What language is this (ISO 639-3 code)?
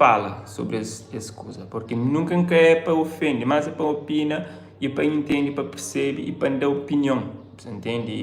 kea